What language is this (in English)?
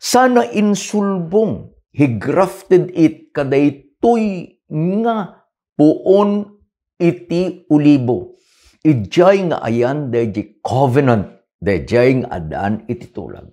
Iloko